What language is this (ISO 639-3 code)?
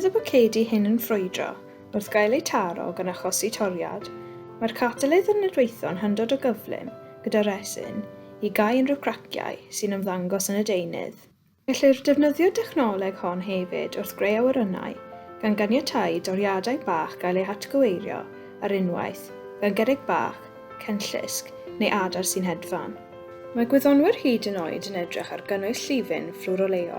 cym